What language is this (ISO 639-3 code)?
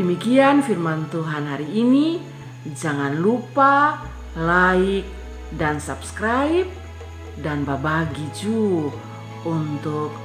mkn